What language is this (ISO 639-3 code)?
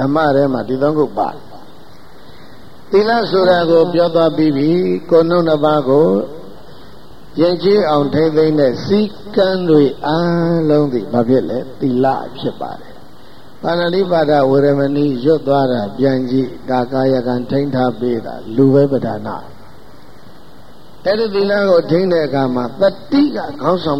mya